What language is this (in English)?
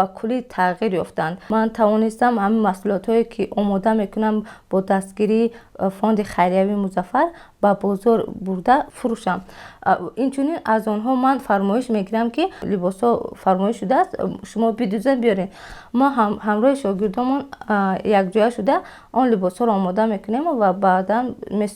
Tajik